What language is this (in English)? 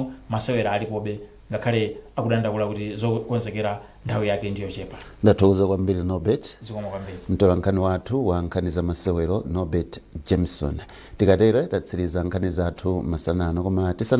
Nyanja